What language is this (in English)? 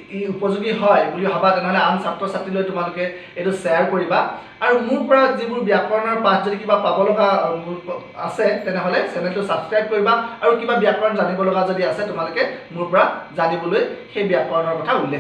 Assamese